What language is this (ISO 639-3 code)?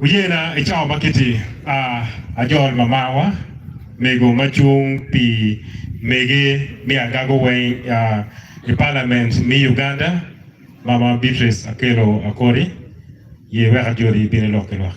ach